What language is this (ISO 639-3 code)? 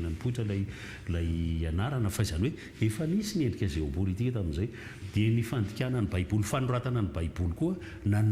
mlg